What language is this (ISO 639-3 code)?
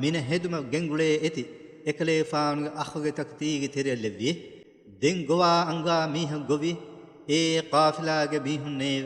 div